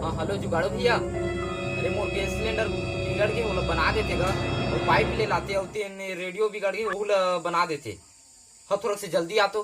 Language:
Chhattisgarhi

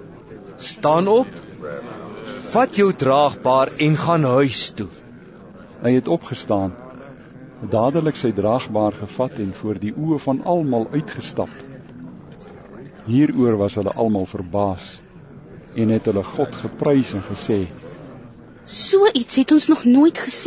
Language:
Afrikaans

